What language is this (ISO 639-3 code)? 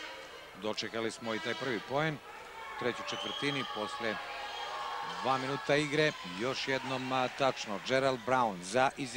srp